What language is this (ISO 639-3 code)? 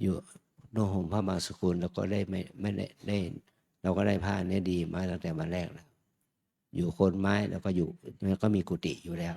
pli